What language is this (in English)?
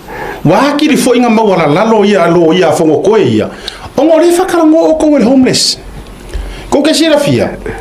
Samoan